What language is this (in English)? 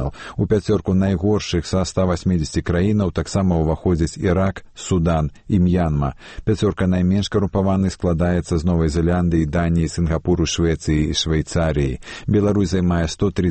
Belarusian